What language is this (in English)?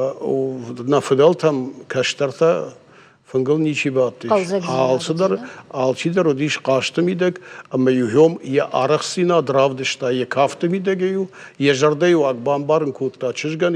Ossetic